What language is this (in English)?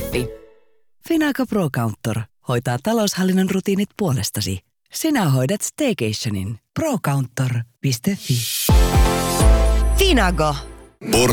Finnish